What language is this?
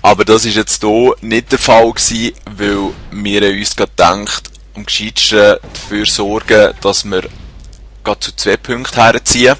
Swiss German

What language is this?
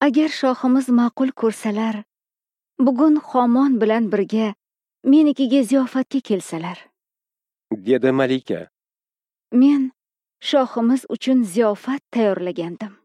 Uzbek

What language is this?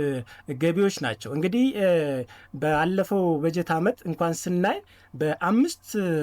Amharic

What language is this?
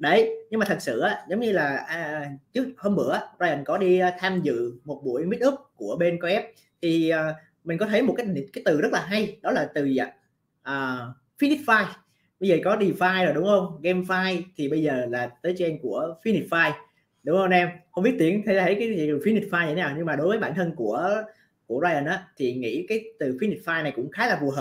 Vietnamese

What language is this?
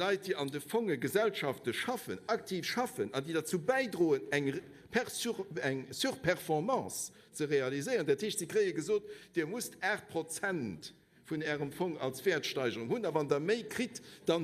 Luxembourgish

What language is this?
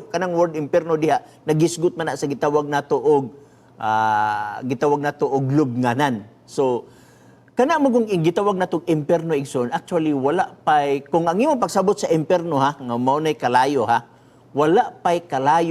Cebuano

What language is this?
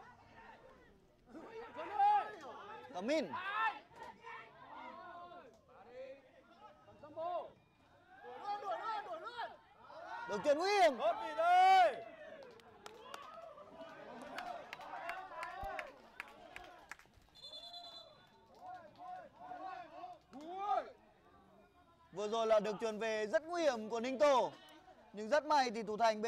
Vietnamese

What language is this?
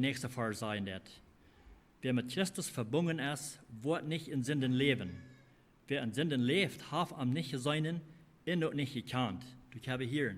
Plautdietsch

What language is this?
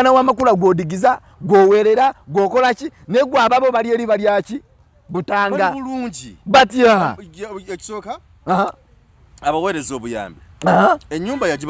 Ganda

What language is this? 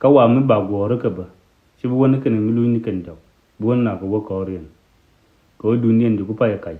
Nuer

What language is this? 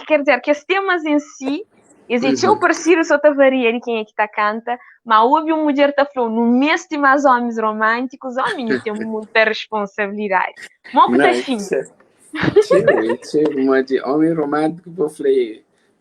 Kabuverdianu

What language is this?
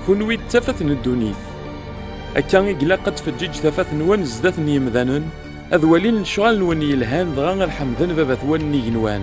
Kabyle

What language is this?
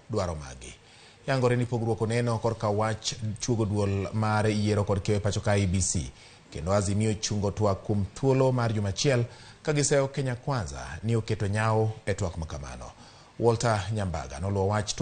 Luo (Kenya and Tanzania)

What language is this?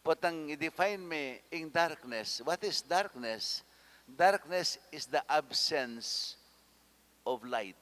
Pampanga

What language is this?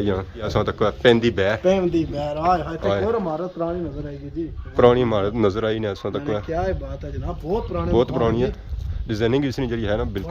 Pahari-Potwari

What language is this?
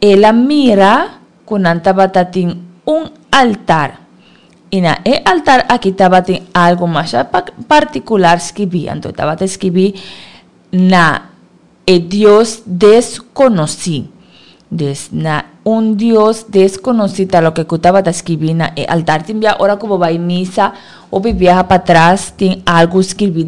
Papiamento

